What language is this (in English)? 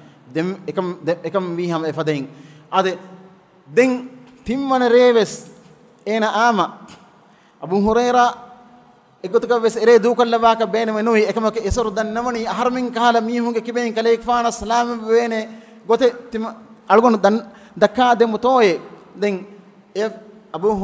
Divehi